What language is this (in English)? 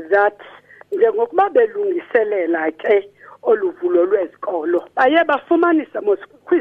Xhosa